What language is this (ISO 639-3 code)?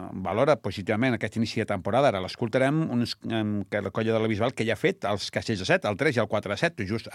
cat